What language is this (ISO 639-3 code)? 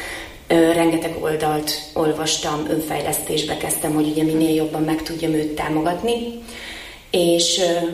hun